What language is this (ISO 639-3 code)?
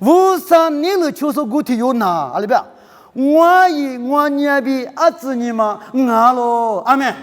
lis